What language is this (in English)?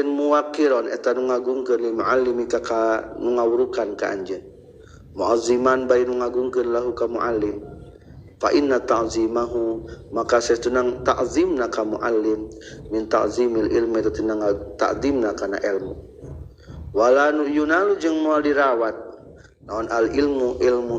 Sundanese